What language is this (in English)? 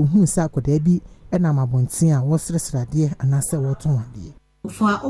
Akan